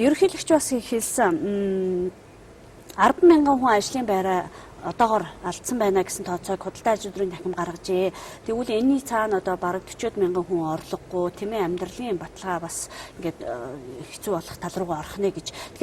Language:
Mongolian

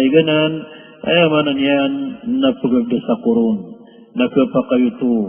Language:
Maranao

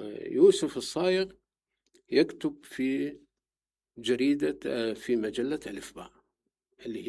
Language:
Mesopotamian Arabic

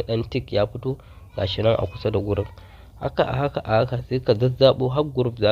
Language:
Hausa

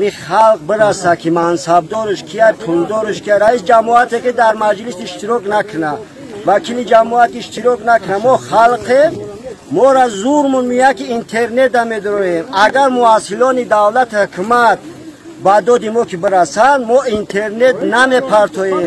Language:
Tajik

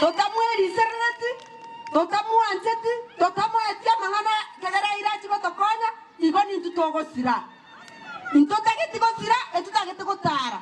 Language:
Gusii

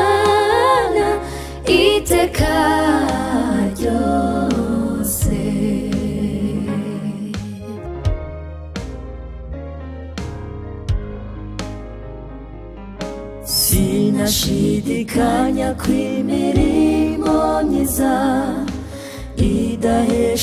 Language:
Kinyarwanda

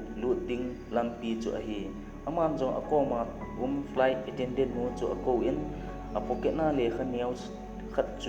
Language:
Thado Chin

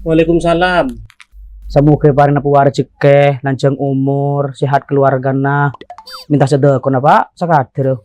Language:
Madurese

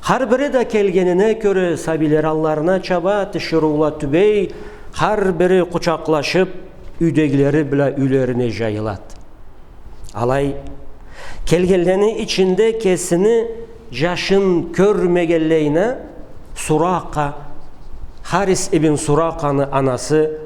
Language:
Karachay-Balkar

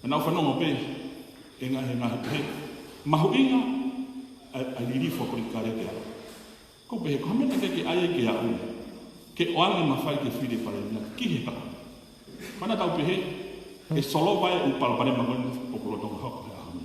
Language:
Tongan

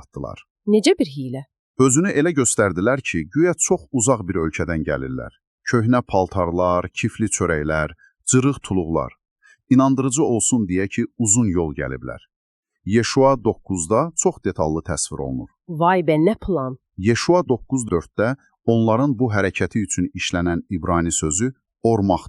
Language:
Azerbaijani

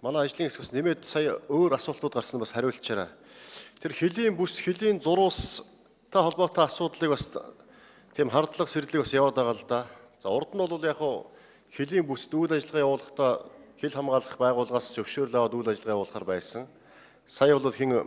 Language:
Mongolian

